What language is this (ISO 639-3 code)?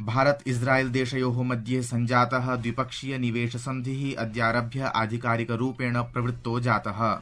san